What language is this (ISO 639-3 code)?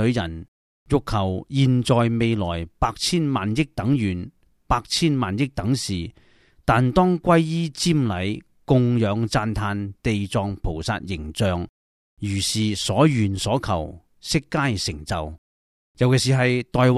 yue